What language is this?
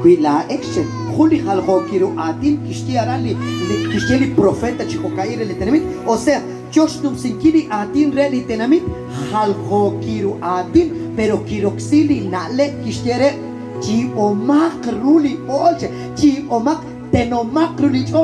Kekchí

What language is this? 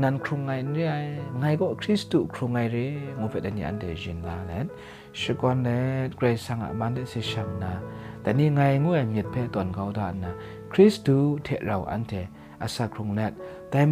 Kachin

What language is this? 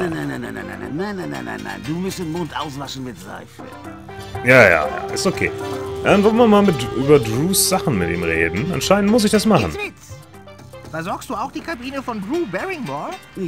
German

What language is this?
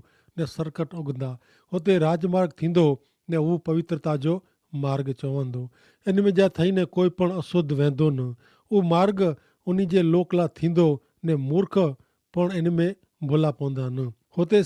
Kachhi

